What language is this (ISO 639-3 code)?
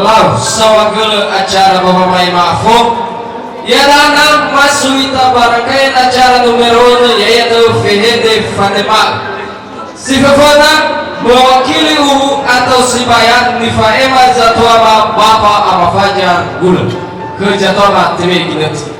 nia